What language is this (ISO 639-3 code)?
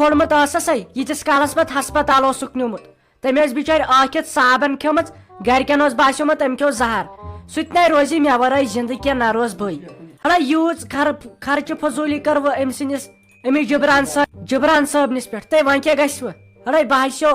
kas